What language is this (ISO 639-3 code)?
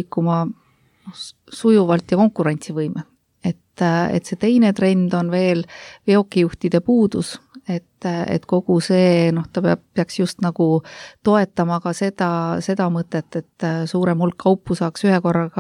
est